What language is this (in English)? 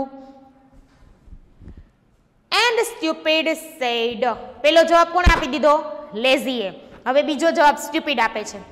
Gujarati